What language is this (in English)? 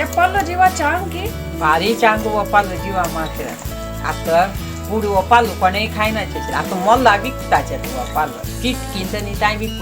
Konkani